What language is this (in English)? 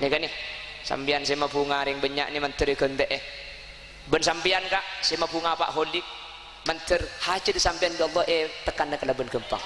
Madurese